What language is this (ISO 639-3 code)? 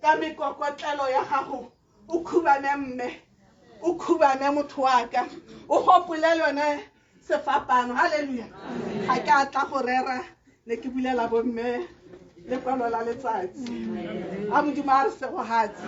tsn